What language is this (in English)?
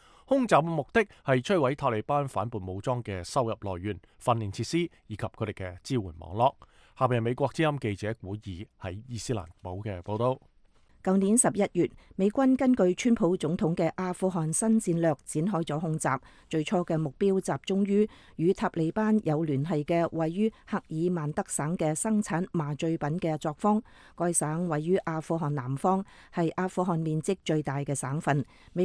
Cantonese